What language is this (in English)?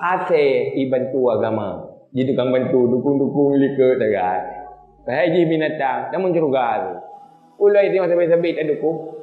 Achinese